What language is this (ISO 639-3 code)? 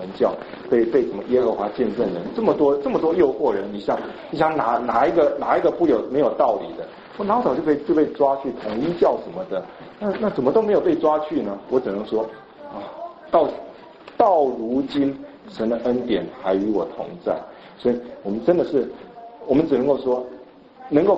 zho